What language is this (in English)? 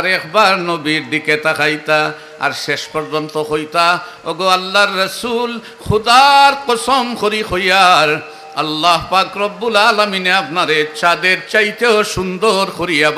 Sylheti